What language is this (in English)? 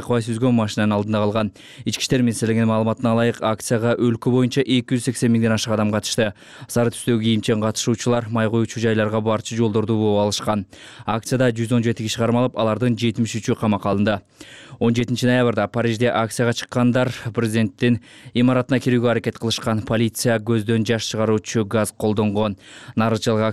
Kyrgyz